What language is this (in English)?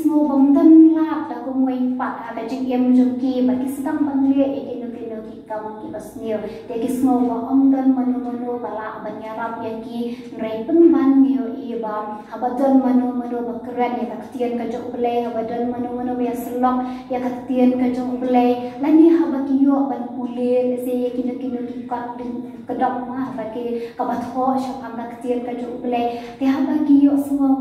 Khasi